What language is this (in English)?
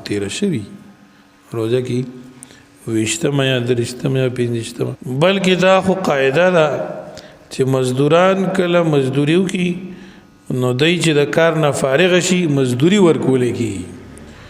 Pashto